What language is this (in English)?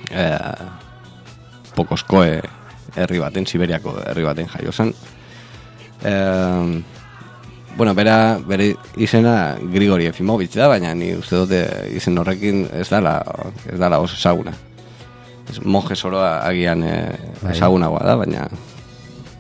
Basque